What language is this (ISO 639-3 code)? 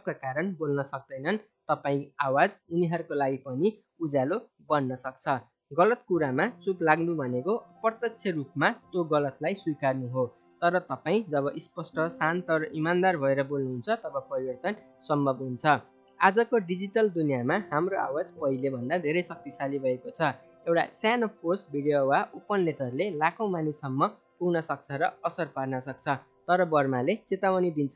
nep